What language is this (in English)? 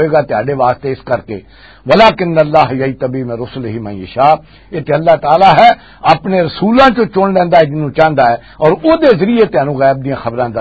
Western Panjabi